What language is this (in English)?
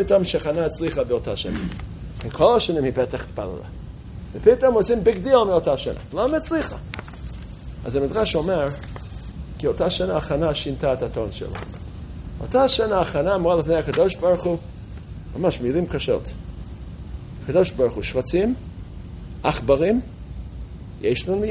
Hebrew